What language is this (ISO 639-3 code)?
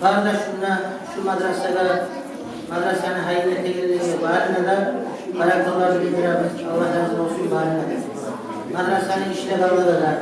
kum